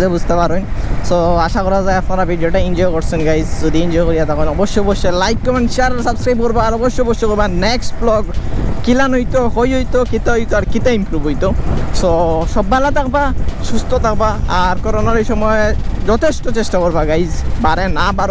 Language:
Sylheti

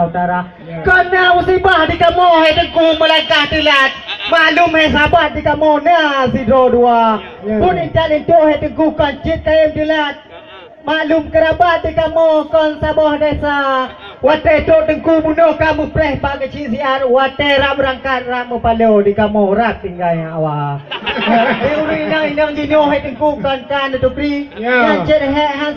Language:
Achinese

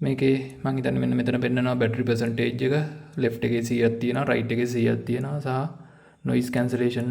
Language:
Sinhala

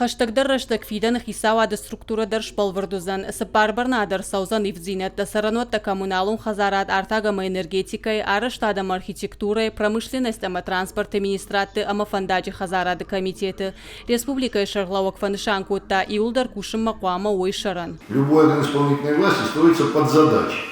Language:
Ossetic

